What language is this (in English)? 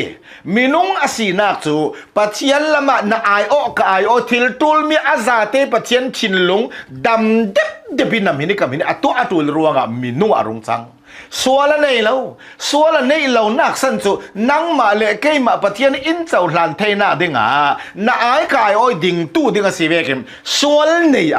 Hakha Chin